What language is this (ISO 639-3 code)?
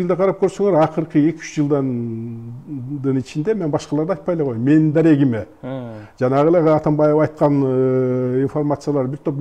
kir